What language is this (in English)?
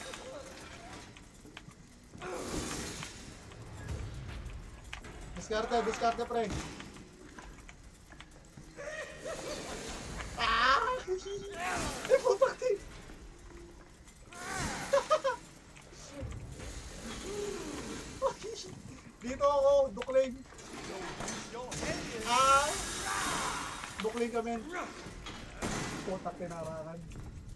Filipino